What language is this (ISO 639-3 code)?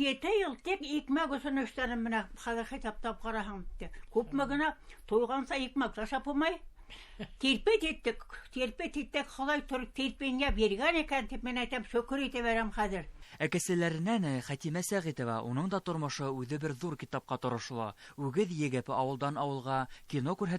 bak